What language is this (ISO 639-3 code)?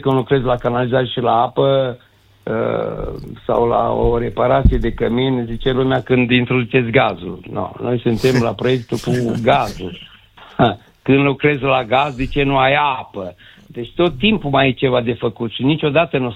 ron